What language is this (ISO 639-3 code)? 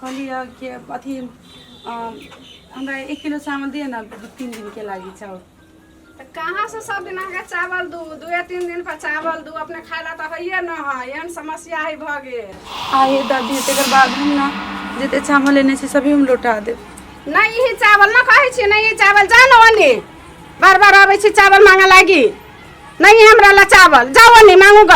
mai